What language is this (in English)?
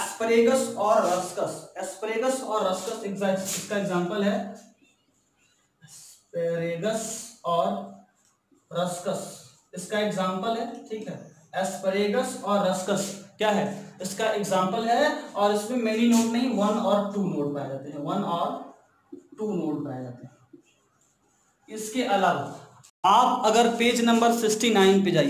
Hindi